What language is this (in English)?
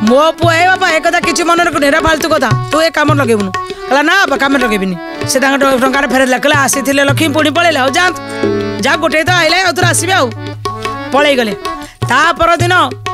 Odia